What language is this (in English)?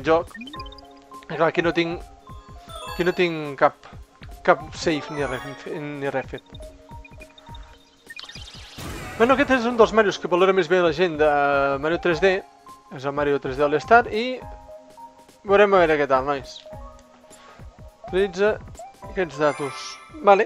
Catalan